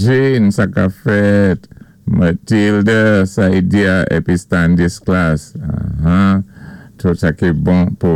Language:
Saint Lucian Creole French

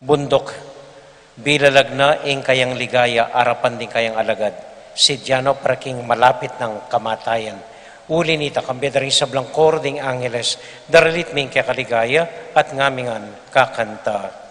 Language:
Pampanga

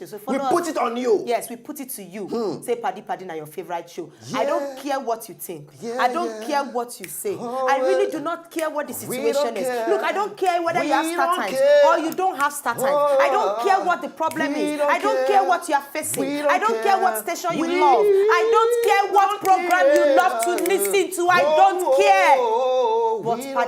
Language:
Nigerian Pidgin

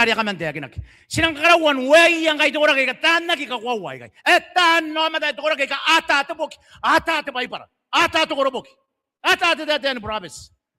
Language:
Gilbertese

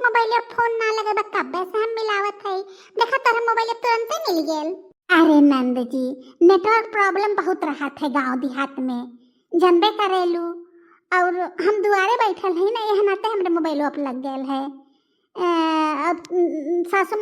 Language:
Bhojpuri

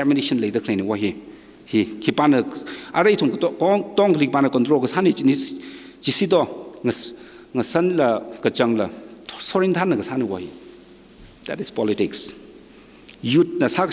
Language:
Tangkhul Naga (India)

